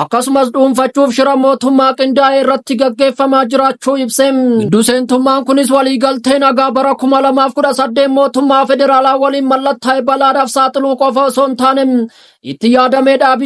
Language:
Oromo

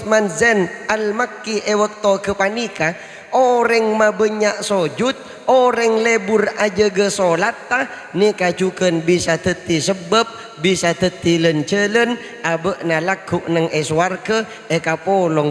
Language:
Madurese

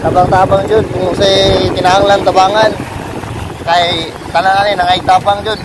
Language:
Cebuano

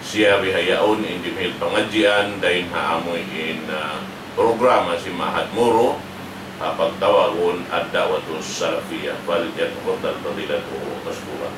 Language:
Tausug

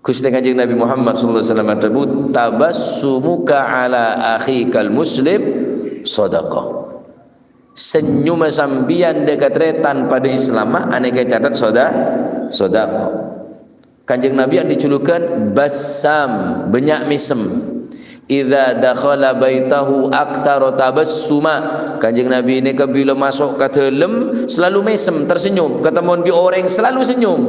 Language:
Madurese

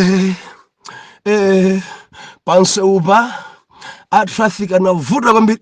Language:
Nyanja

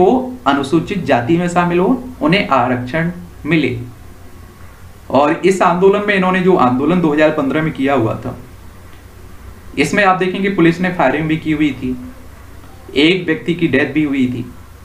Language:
Hindi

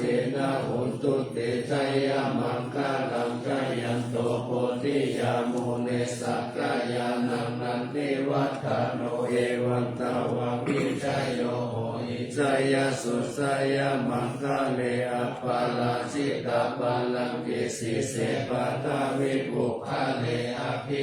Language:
Pali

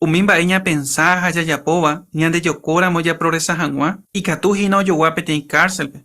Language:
Guarani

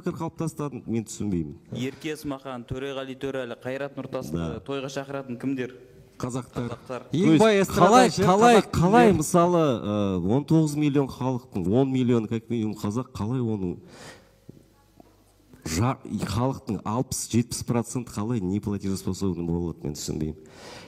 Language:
Kazakh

